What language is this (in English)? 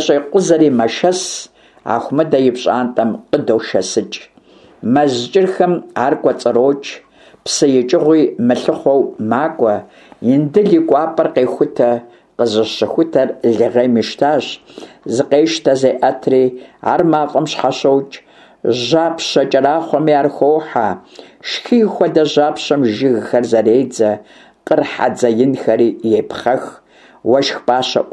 Kabardian